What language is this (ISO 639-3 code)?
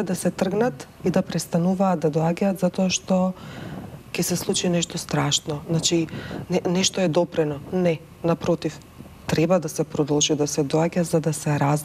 mkd